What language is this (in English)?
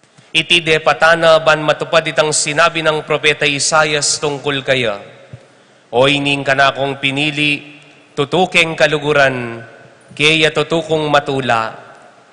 Pampanga